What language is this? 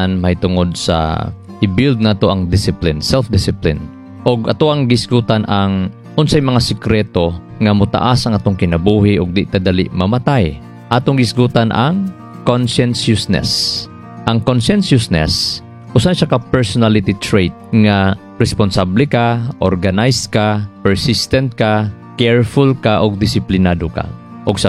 Cebuano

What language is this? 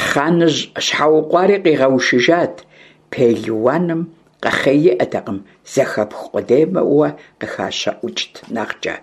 Kabardian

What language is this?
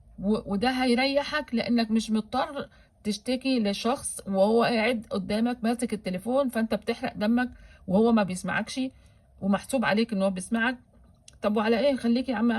Egyptian Arabic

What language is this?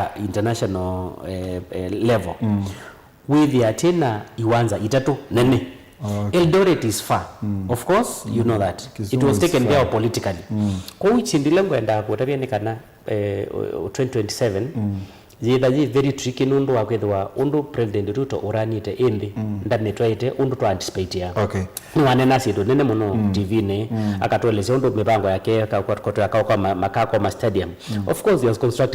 Kamba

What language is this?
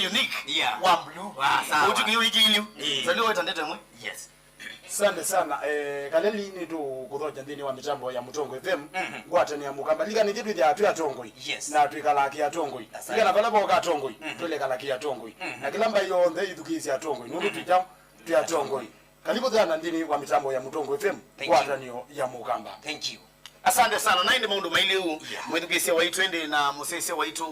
Kamba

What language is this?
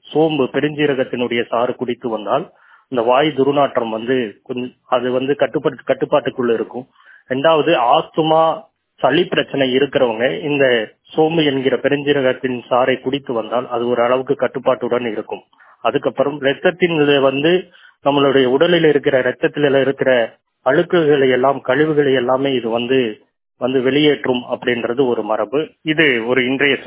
Tamil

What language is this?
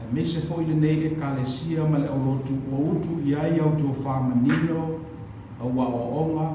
Samoan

